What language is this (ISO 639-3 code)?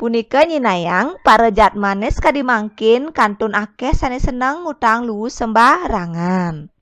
ban